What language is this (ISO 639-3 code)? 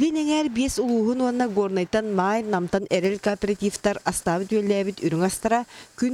sah